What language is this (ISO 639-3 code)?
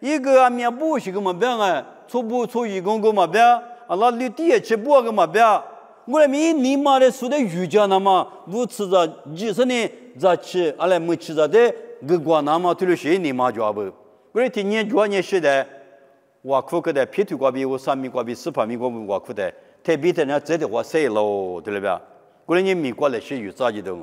lis